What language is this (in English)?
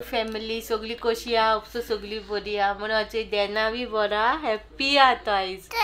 Konkani